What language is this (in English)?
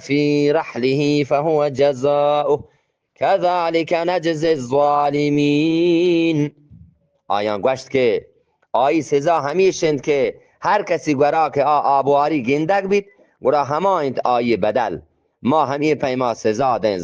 Eastern Balochi